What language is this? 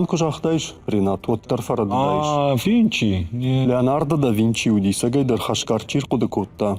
Ossetic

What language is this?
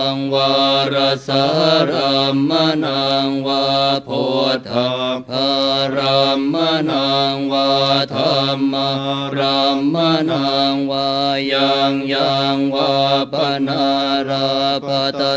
Pali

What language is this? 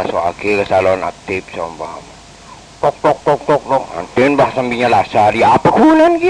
Madurese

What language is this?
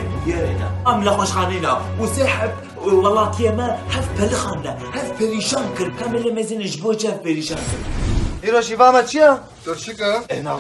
Kurdish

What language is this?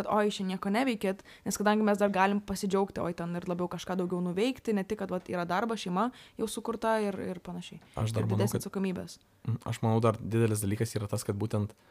Lithuanian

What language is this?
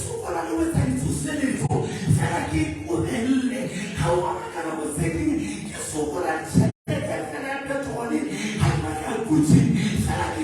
Southern Sotho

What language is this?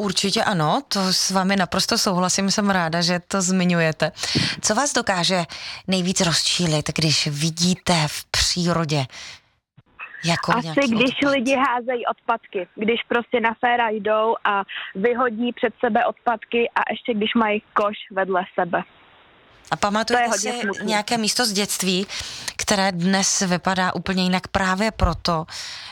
Czech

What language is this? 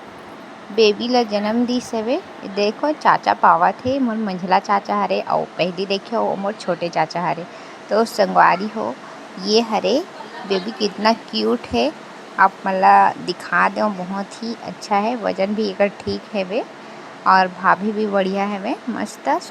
Chhattisgarhi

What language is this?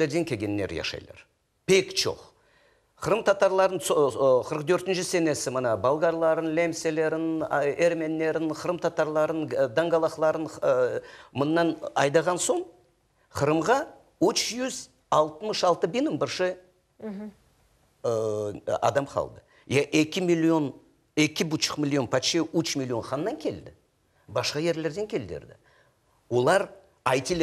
Crimean Tatar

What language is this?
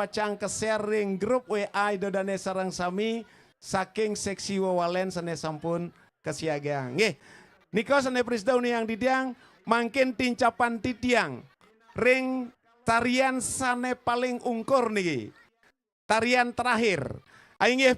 Balinese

